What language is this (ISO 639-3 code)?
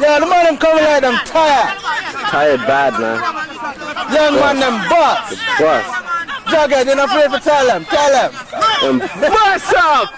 jam